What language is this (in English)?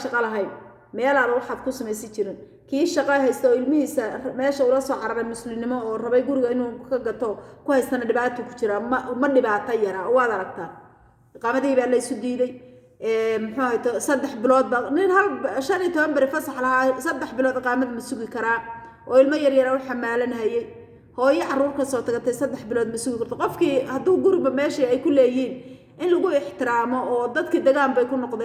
Somali